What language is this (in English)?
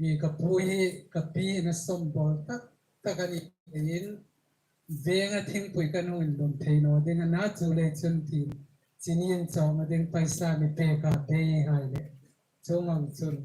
Hmar